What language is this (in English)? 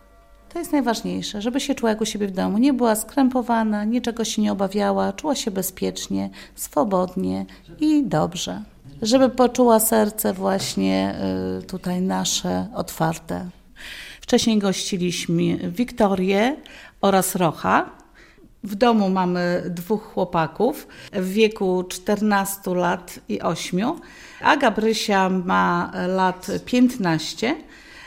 Polish